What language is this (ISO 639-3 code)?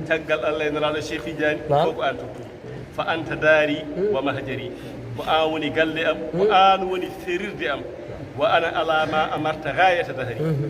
ful